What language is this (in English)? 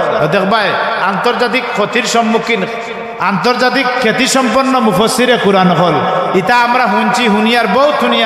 Sylheti